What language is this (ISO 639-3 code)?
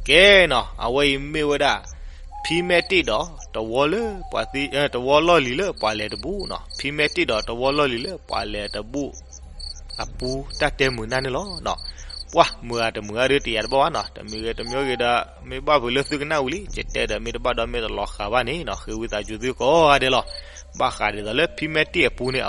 ksw